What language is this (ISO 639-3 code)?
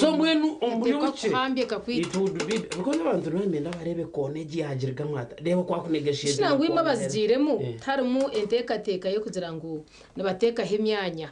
nyn